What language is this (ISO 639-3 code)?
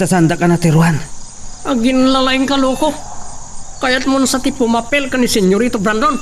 ilo